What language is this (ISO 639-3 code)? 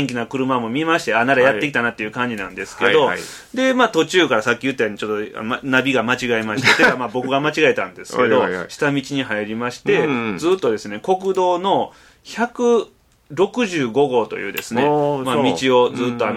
jpn